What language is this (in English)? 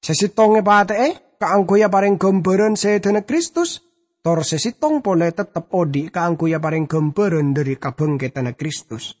Madurese